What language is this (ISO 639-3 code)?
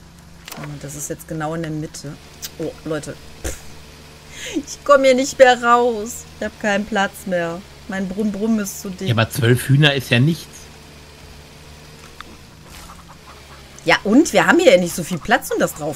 deu